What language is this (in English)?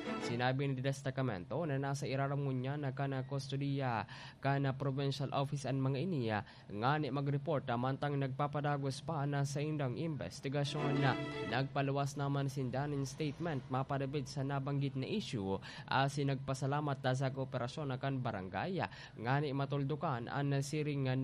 Bikol